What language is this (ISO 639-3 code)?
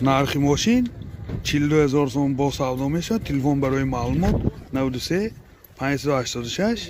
tgk